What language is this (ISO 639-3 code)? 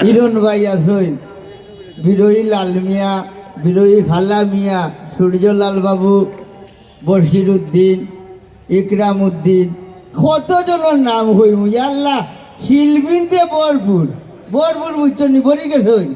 syl